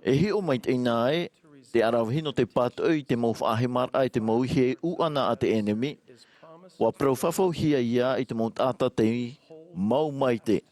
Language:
Tahitian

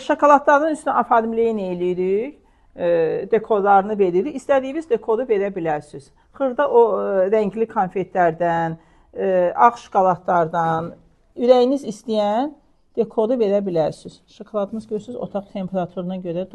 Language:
Azerbaijani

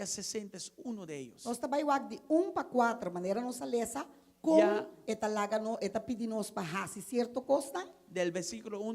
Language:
Papiamento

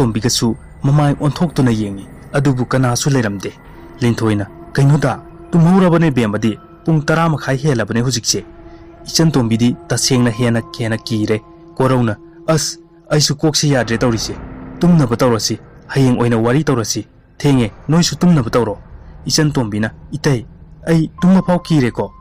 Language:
Manipuri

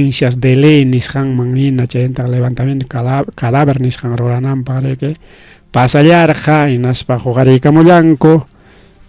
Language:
Ayacucho Quechua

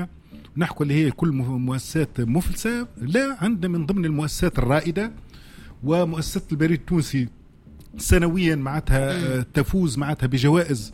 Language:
Tunisian Arabic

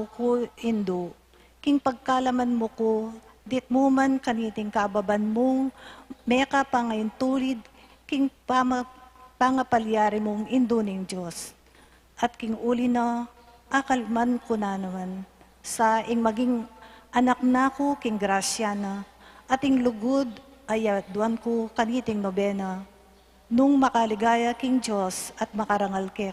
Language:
Pampanga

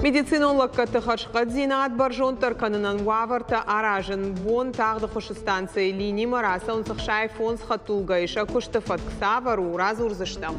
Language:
Ossetic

